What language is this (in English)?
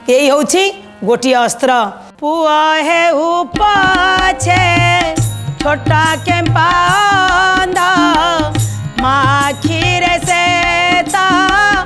Odia